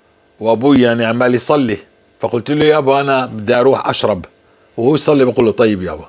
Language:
North Levantine Arabic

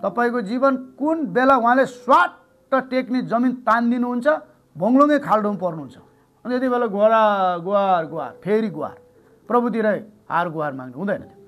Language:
Nepali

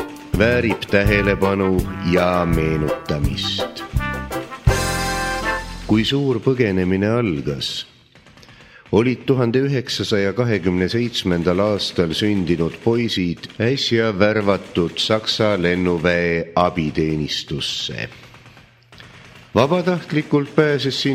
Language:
Estonian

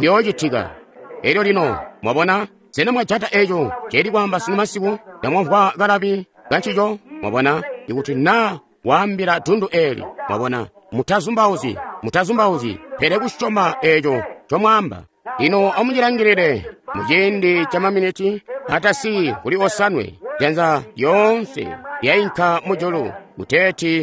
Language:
Tonga (Zambia)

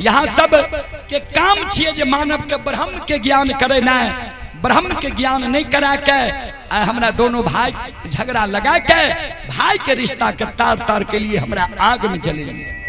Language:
Maithili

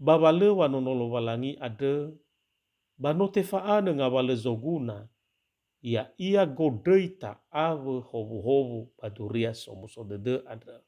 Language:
Nias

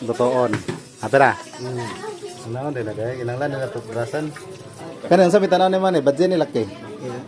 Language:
Cebuano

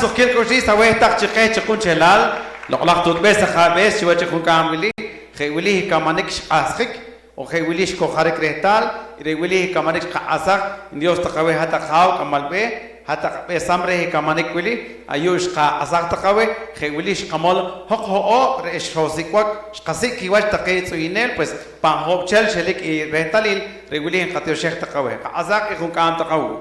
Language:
Poqomchi'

